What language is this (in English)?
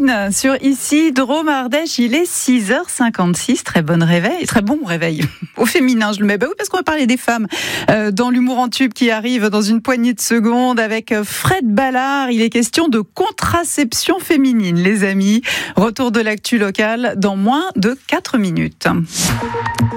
French